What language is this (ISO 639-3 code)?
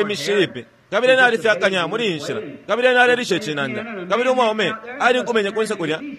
bem